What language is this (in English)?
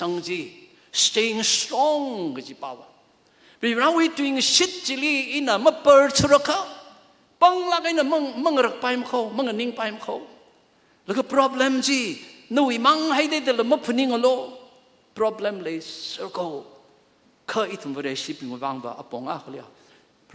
Tangkhul Naga (India)